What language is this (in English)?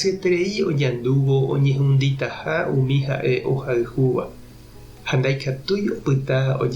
Guarani